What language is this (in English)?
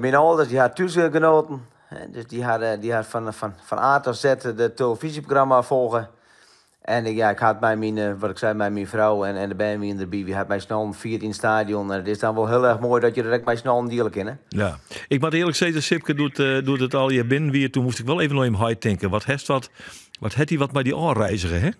Western Frisian